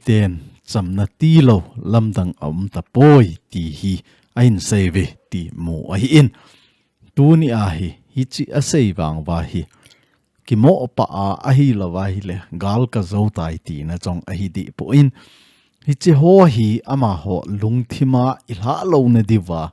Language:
Thado Chin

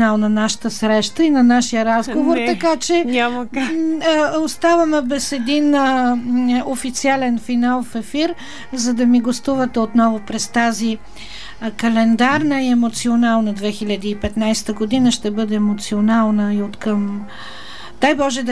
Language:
Bulgarian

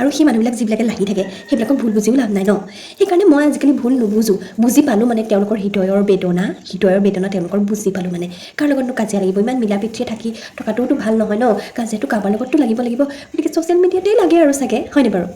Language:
Assamese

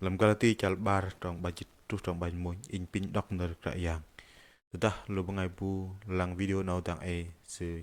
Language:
Bahnar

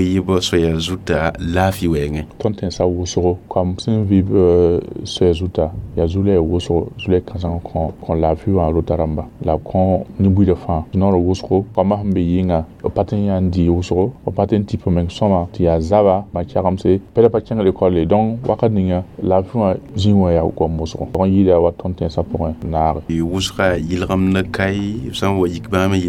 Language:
Mossi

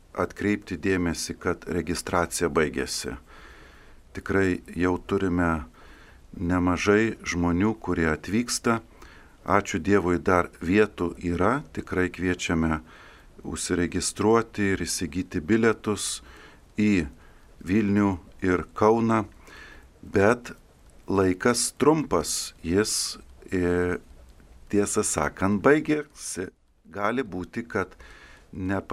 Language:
Lithuanian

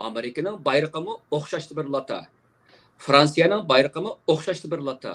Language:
Uyghur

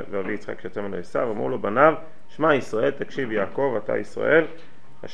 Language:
Hebrew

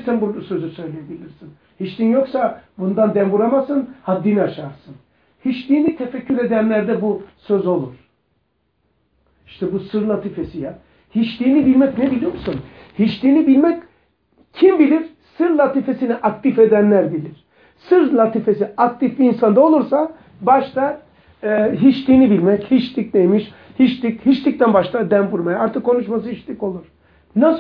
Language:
Turkish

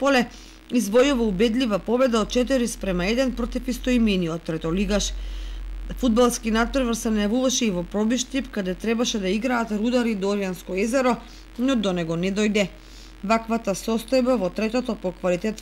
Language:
Macedonian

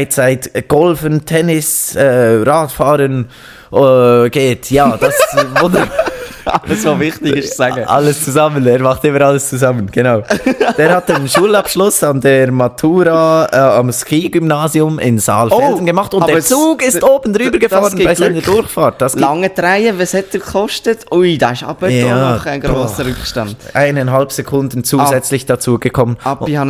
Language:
Swiss German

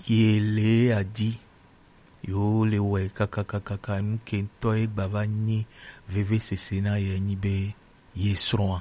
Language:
Gen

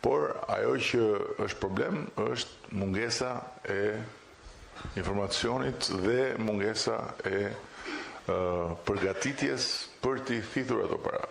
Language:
Albanian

